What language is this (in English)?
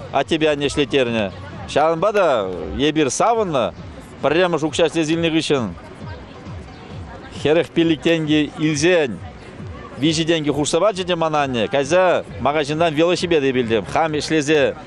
Chuvash